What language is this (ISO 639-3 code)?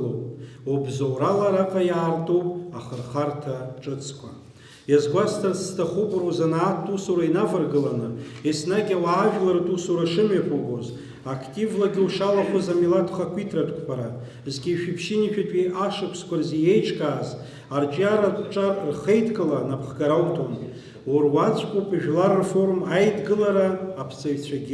abk